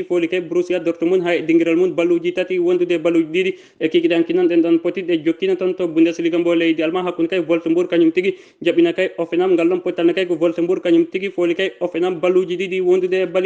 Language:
Fula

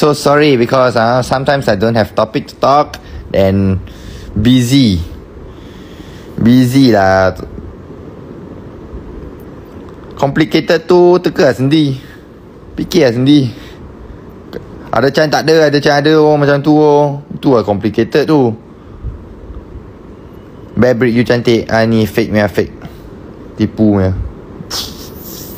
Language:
Malay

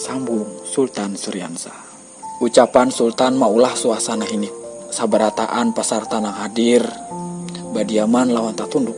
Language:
Banjar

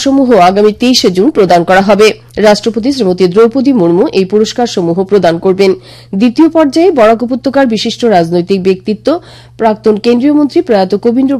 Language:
Bangla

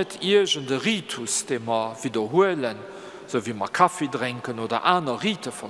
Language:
Luxembourgish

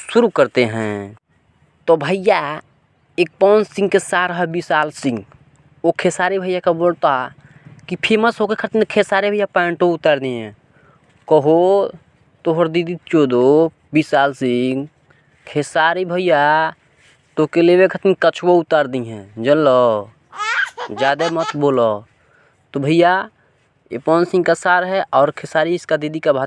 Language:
Bhojpuri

